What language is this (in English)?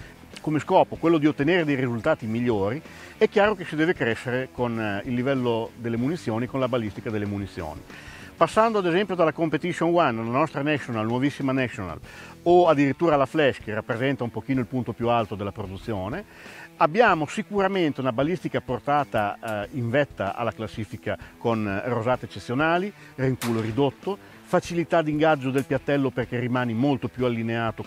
Italian